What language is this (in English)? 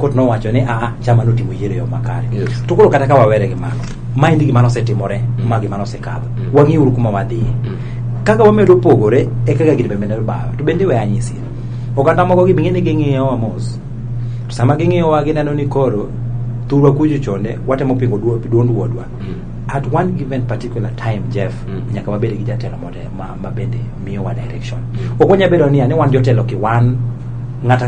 Luo (Kenya and Tanzania)